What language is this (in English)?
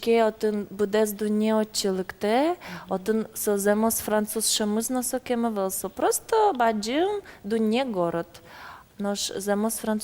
Udmurt